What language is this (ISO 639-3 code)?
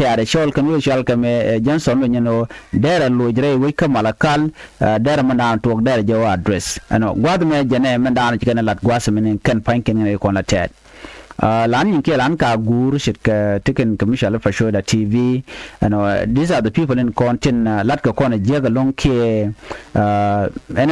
nus